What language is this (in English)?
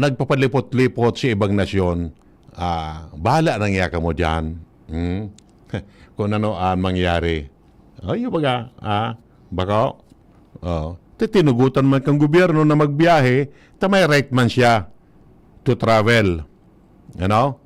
Bikol